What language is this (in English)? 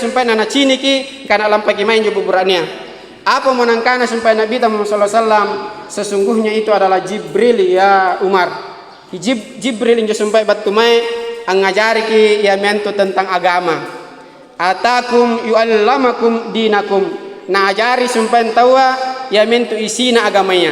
Makasar